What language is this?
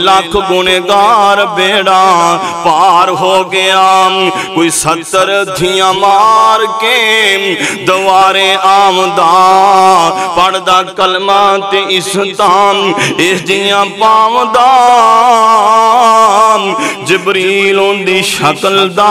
Western Panjabi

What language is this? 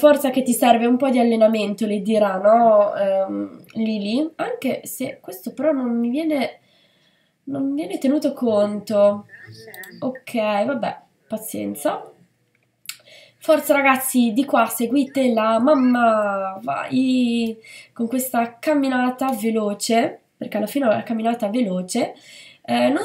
Italian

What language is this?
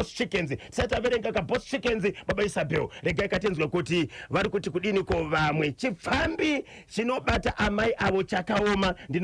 Shona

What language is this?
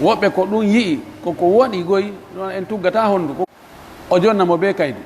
Pular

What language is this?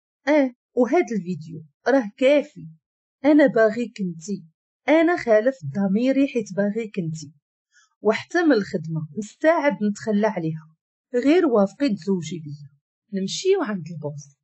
Moroccan Arabic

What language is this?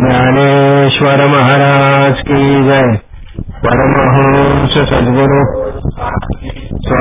Marathi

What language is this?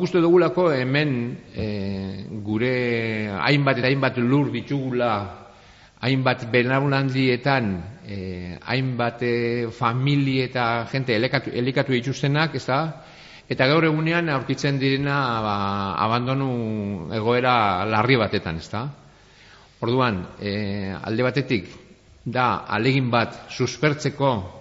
Basque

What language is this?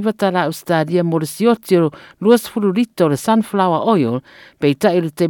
Samoan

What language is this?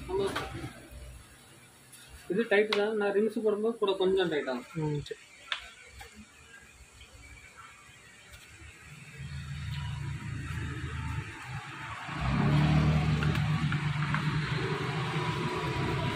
Tamil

